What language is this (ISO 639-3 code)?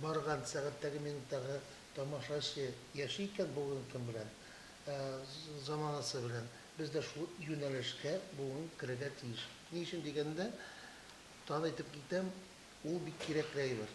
tat